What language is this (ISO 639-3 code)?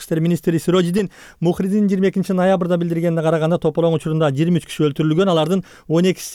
kir